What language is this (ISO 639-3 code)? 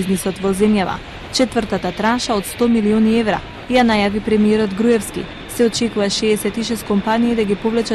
mkd